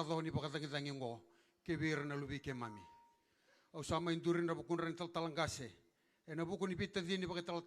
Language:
Fijian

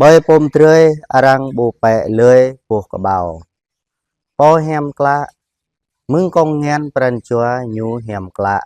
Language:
Jarai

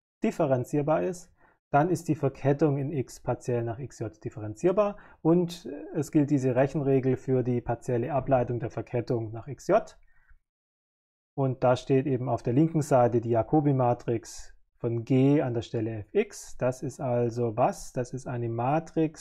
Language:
German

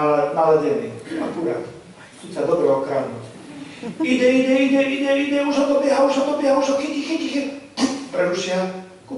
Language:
Slovak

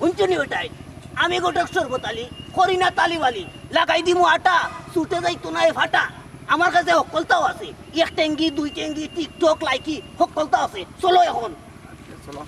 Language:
Sylheti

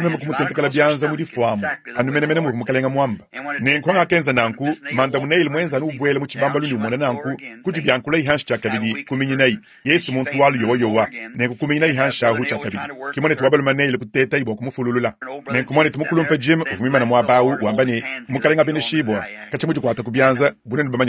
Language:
Luba-Lulua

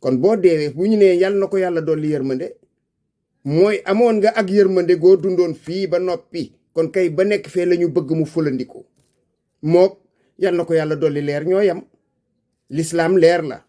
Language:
Wolof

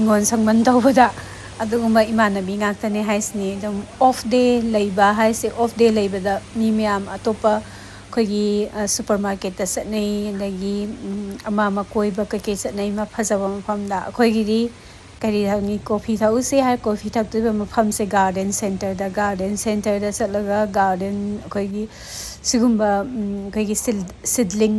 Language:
Manipuri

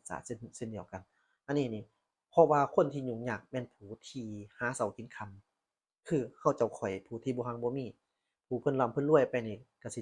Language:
Lao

